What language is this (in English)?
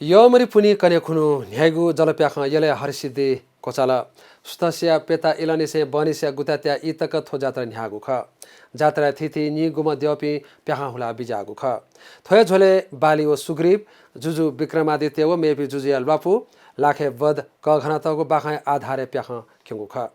Newari